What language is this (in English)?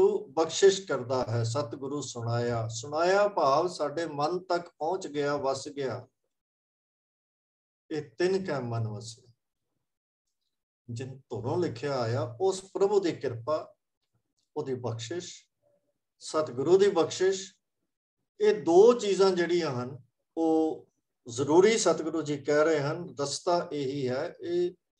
Punjabi